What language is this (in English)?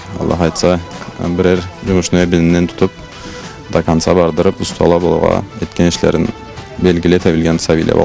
Karachay-Balkar